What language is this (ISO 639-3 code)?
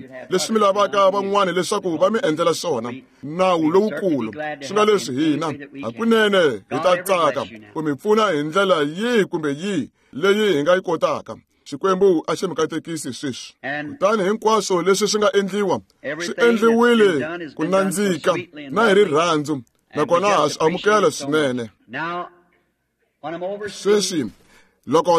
tso